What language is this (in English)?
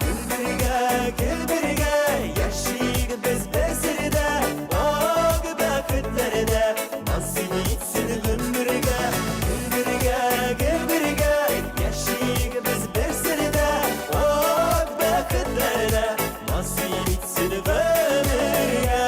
Bashkir